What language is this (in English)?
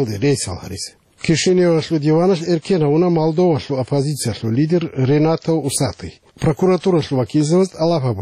Avaric